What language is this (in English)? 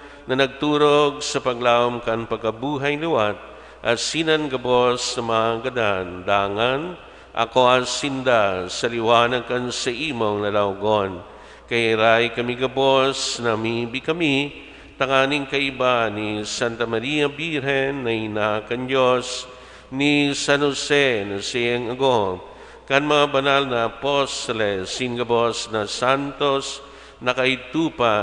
Bikol